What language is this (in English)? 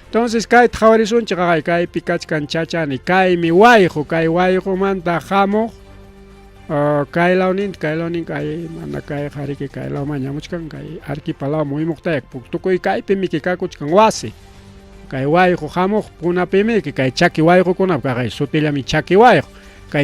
Ayacucho Quechua